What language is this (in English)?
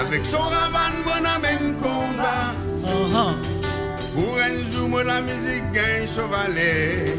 Morisyen